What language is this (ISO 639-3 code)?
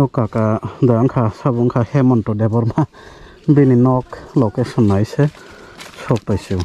trp